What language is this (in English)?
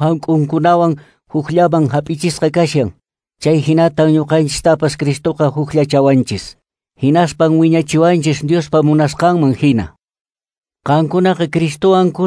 Quechua